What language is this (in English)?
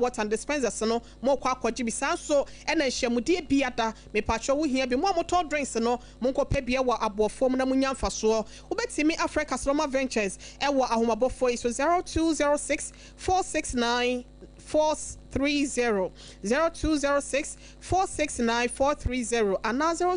Akan